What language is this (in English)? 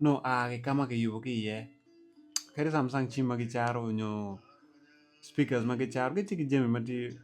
Acoli